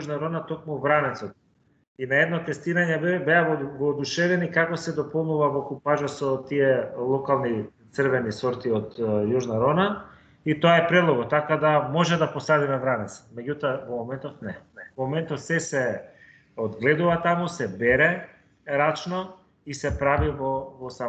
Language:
Macedonian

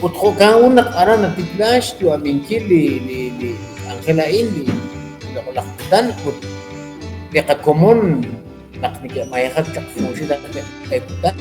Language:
Kekchí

